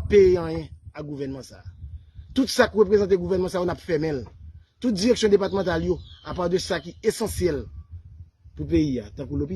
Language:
Haitian Creole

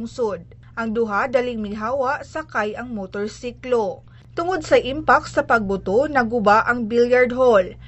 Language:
Cebuano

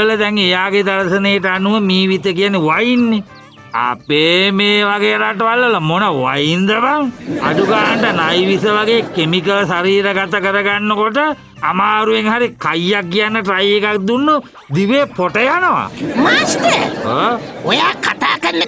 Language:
Sinhala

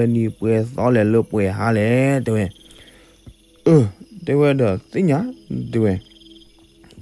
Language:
S'gaw Karen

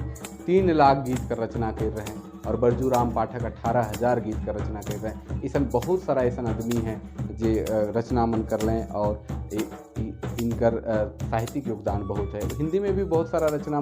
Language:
Sadri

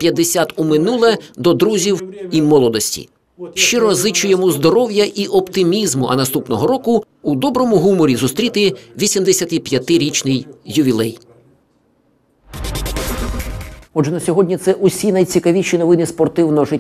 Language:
Ukrainian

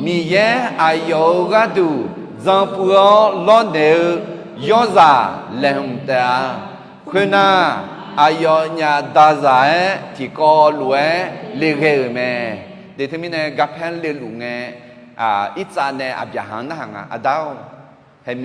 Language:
Akha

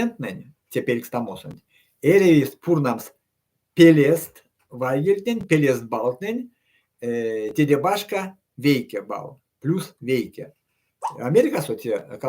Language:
Erzya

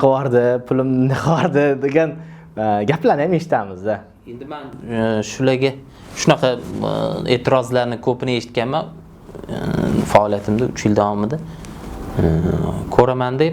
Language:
Uzbek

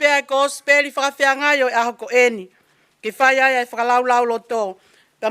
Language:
Tongan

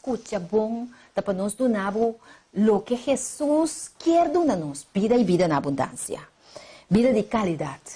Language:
Papiamento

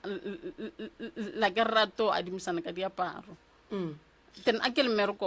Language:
Northern Sotho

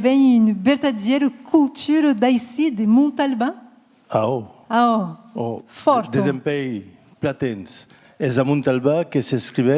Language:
Occitan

